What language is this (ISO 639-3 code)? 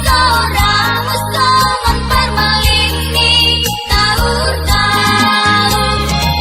bts